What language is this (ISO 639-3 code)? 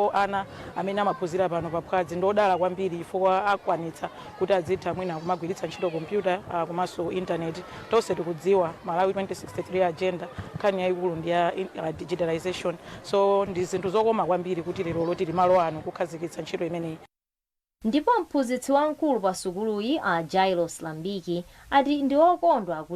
nya